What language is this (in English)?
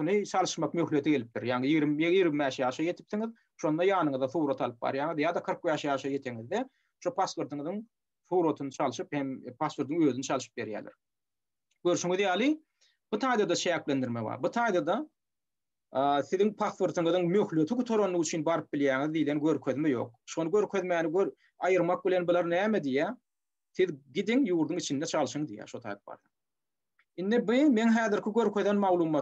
Turkmen